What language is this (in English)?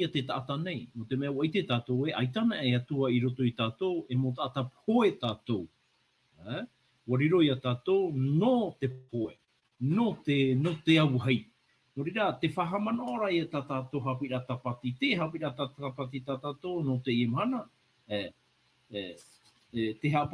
Tahitian